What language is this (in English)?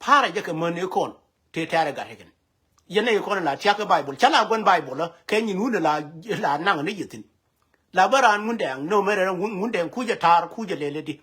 Nuer